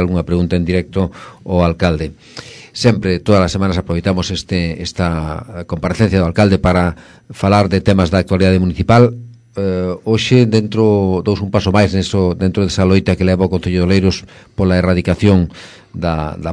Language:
Galician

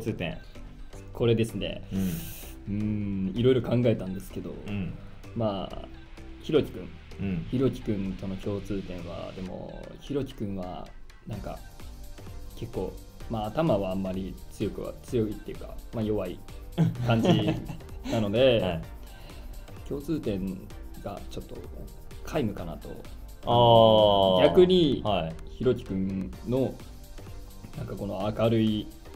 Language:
Japanese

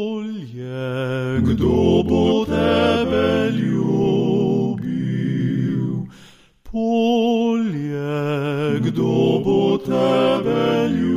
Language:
Slovenian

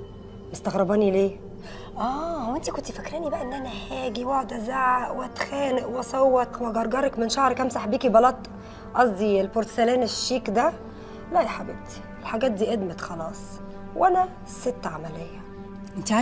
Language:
Egyptian Arabic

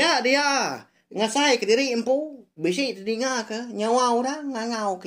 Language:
Iban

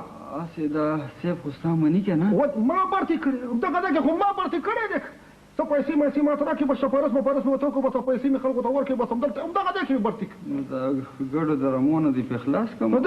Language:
Pashto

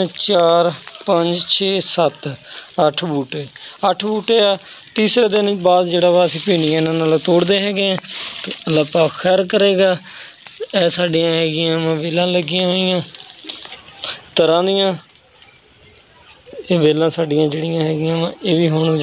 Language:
Punjabi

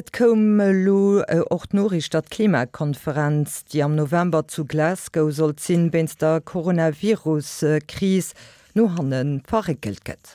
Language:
Luxembourgish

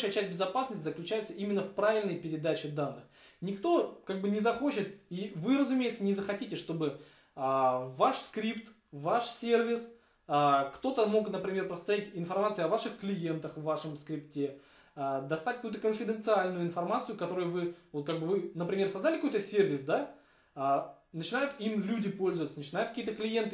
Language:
Russian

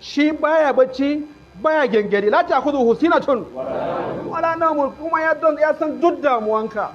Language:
Hausa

